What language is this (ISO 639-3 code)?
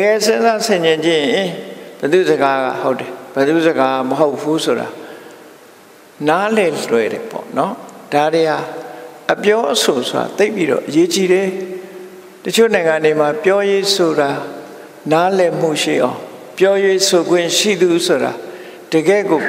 mya